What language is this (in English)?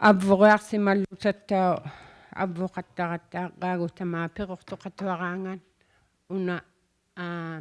Inuktitut